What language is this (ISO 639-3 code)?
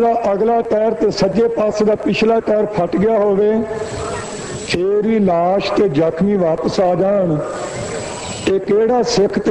pan